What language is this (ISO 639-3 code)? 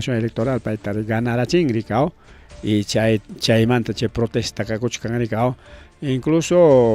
quy